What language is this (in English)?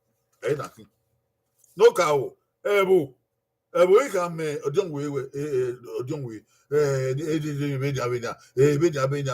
Bini